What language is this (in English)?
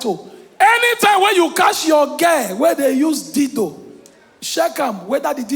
Nigerian Pidgin